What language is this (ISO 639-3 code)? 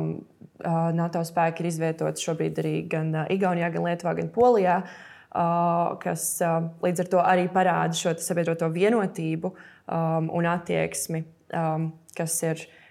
lav